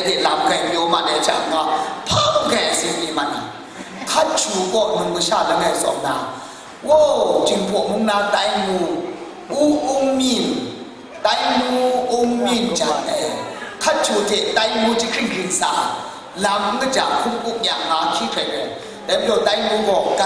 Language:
Kachin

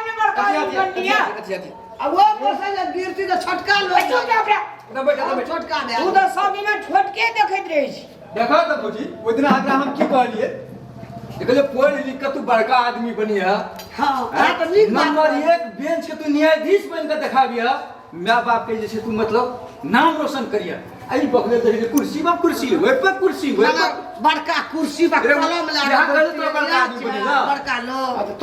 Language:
Maithili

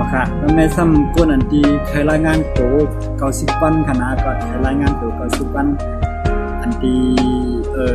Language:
Shan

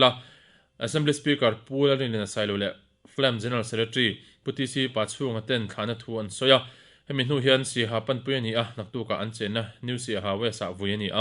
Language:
Mizo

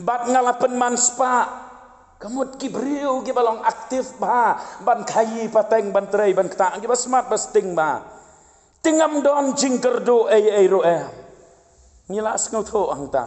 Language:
Khasi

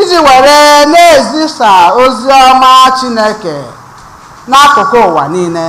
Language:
Igbo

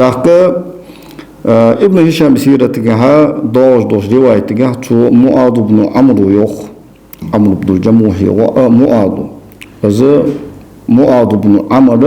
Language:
Ingush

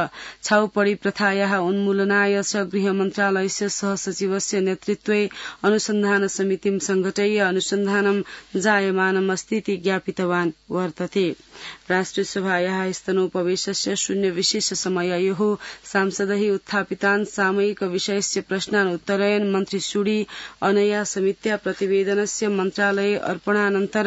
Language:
Sanskrit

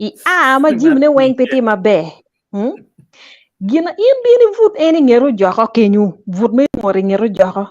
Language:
Acoli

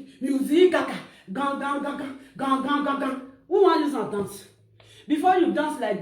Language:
Nigerian Pidgin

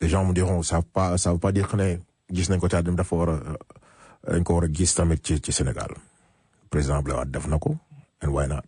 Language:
Wolof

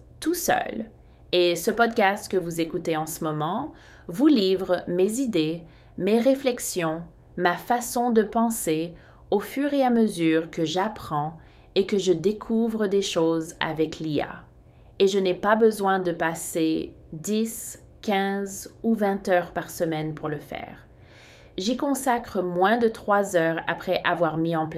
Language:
French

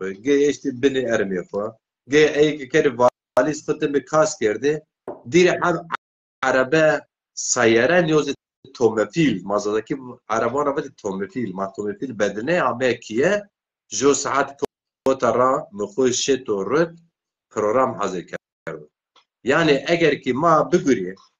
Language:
Zaza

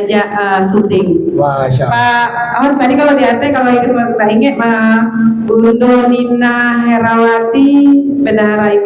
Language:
Minangkabau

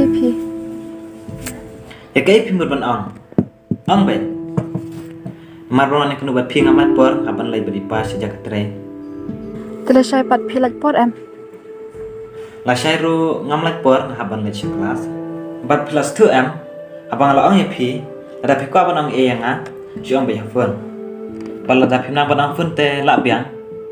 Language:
Khasi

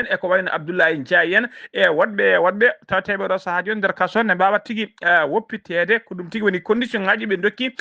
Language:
Fula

